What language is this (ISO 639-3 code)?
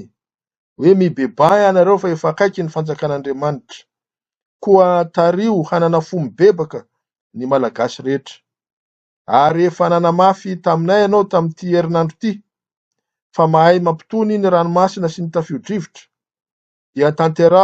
mlg